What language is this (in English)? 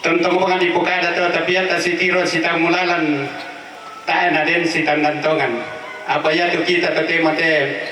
Toraja-Sa'dan